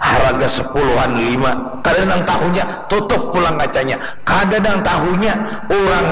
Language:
Banjar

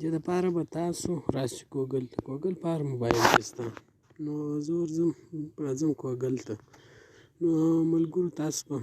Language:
Pashto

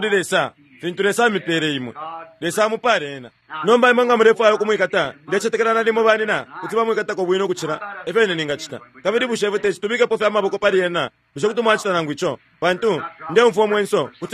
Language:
Bemba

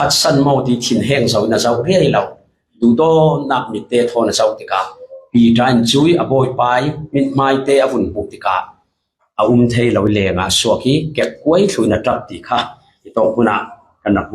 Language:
Falam Chin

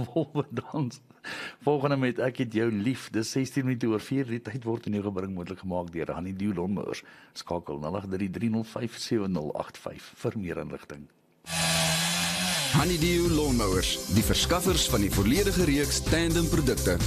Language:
Afrikaans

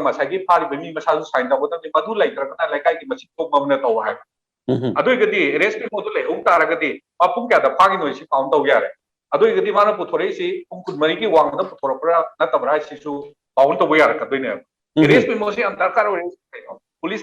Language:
Manipuri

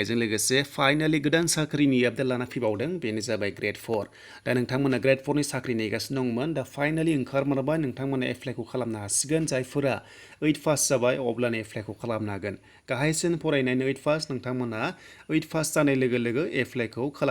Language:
Bodo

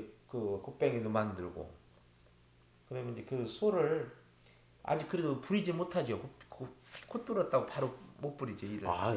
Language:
Korean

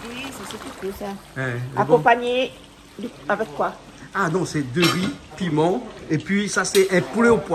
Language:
Réunion Creole French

